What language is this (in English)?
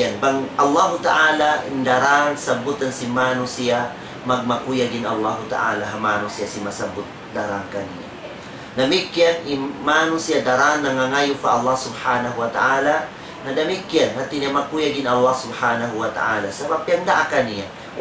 Tausug